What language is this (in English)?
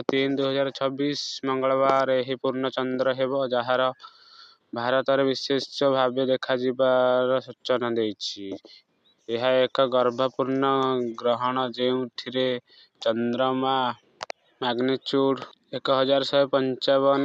Odia